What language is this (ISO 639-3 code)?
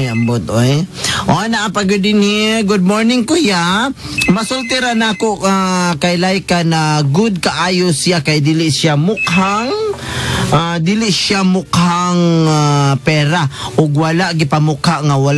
ceb